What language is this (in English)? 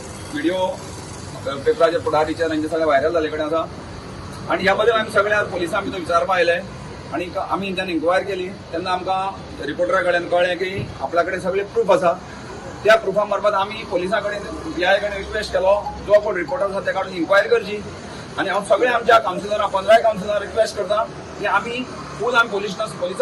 Konkani